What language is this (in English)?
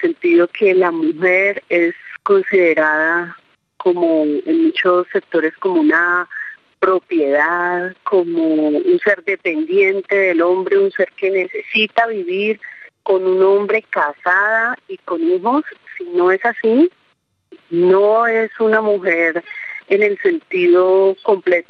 Spanish